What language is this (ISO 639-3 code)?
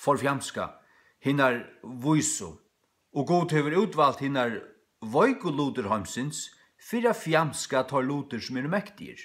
fao